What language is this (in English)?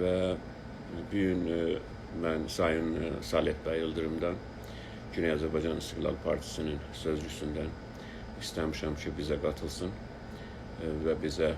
South Azerbaijani